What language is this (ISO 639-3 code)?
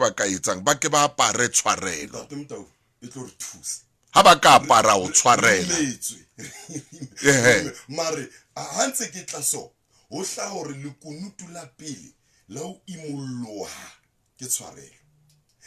sot